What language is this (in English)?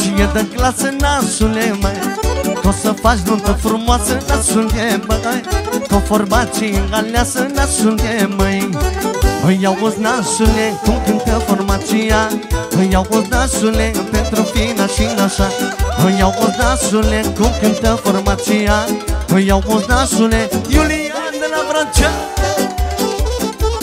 Romanian